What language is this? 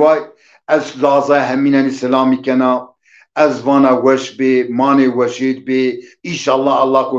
Zaza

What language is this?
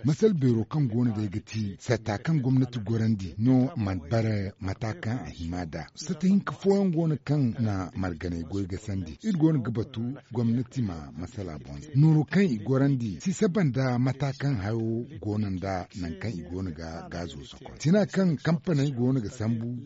Zarma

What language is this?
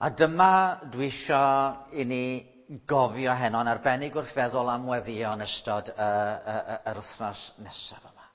Welsh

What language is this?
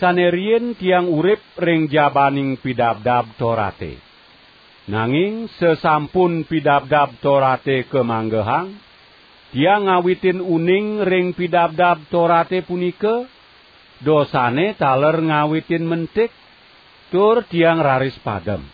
Balinese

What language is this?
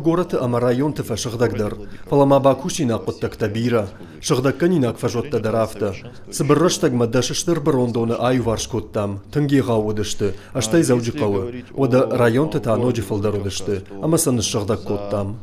Ossetic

